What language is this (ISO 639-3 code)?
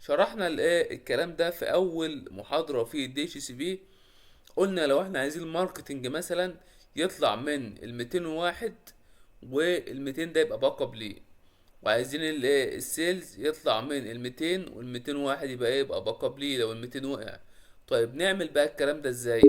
arz